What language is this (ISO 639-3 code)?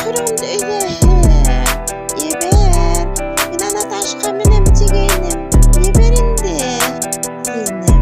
bak